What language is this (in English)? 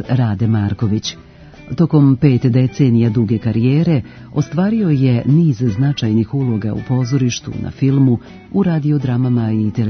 Serbian